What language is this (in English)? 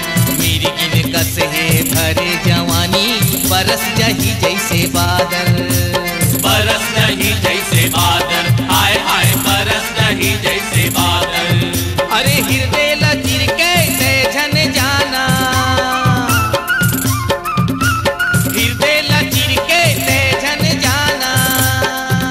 Chhattisgarhi